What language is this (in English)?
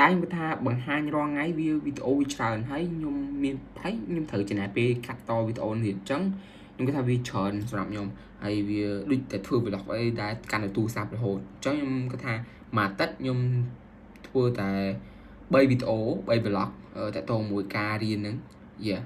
Khmer